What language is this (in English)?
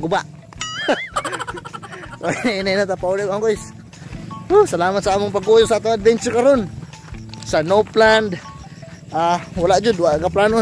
Cebuano